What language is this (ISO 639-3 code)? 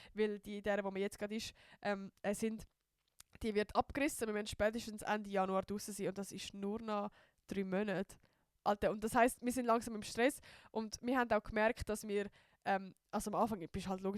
gsw